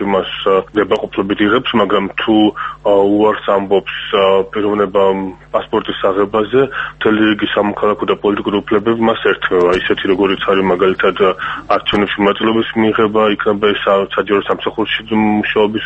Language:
Georgian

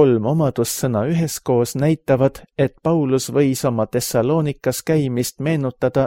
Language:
Estonian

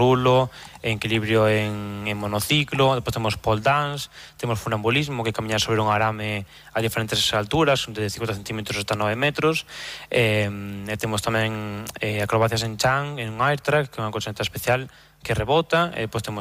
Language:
Galician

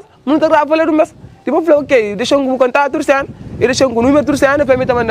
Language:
Kabuverdianu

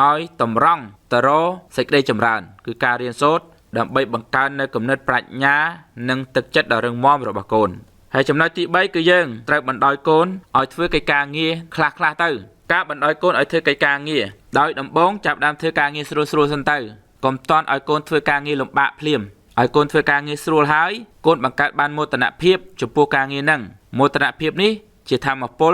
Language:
Khmer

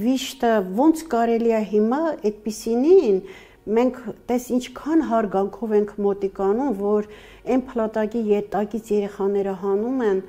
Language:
Armenian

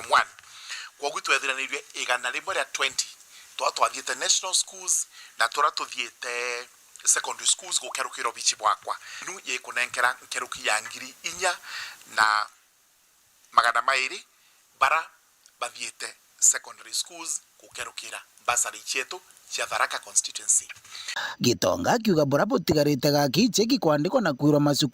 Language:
Meru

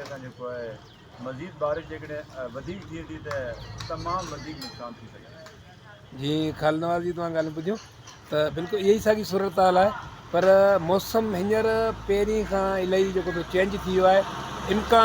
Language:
Sindhi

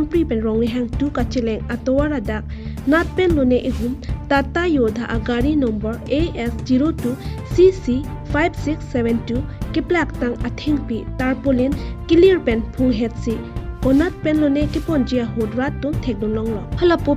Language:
Karbi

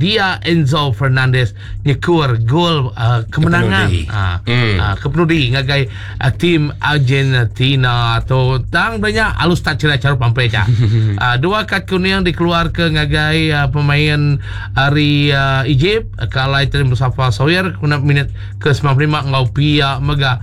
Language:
Iban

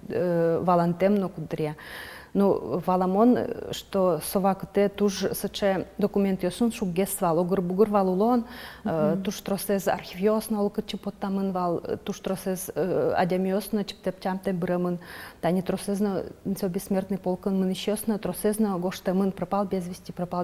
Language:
Udmurt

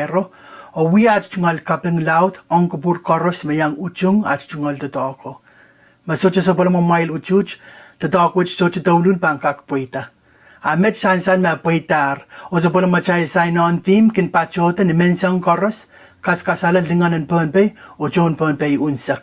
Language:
Pohnpeian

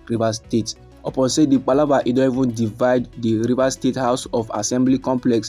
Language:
Nigerian Pidgin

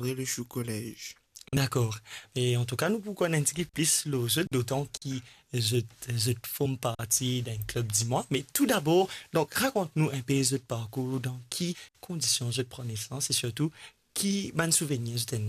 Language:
Morisyen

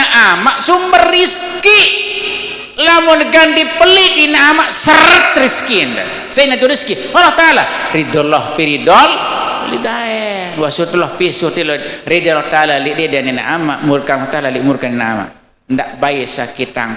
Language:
Sasak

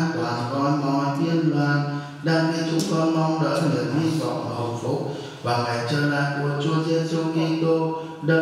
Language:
Vietnamese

